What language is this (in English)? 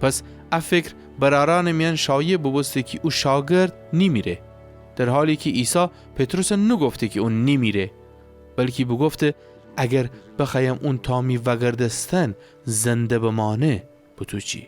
Gilaki